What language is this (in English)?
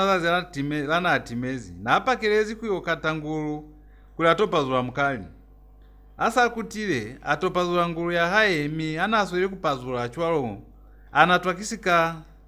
Lozi